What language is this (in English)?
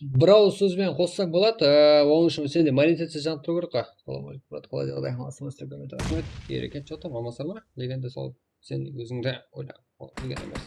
Kara-Kalpak